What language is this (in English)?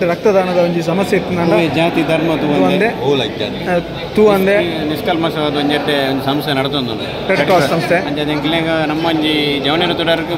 Tulu